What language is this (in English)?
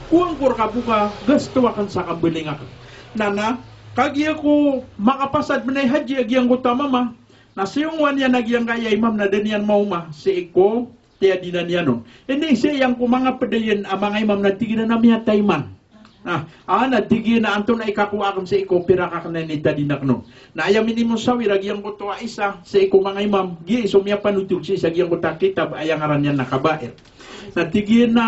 Maranao